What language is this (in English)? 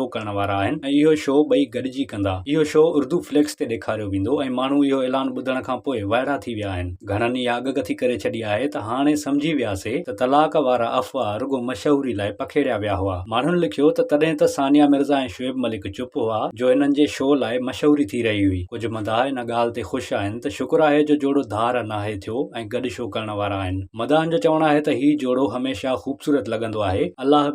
Sindhi